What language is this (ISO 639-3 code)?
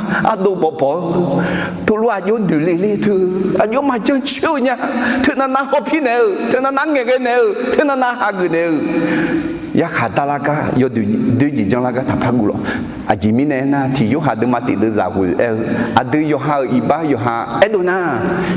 ahk